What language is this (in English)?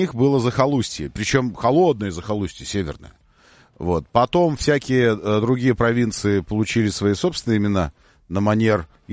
Russian